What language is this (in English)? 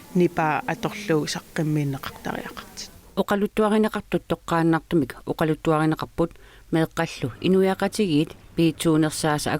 Kalaallisut